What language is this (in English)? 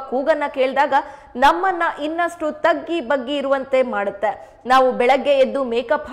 Kannada